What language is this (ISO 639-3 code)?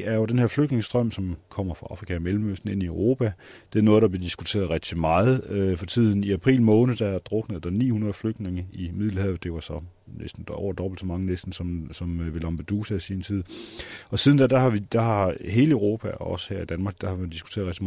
dan